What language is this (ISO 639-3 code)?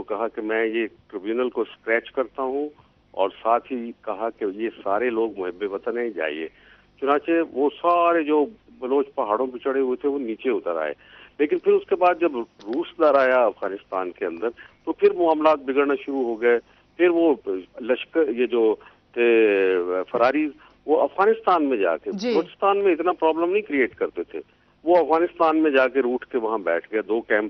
urd